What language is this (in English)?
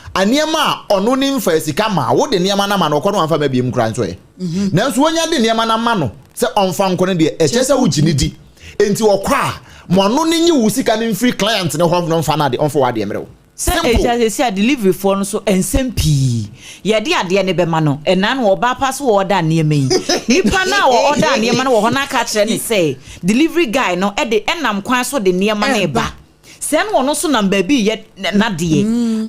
Akan